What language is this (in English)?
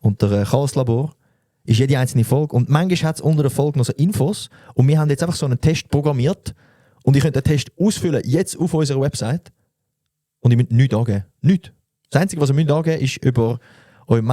Swiss German